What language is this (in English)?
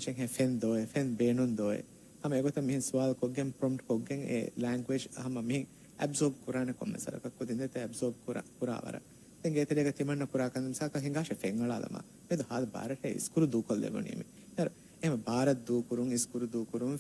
Divehi